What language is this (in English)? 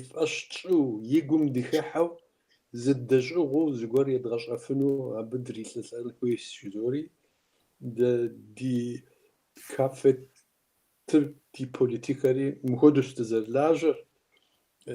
Kabardian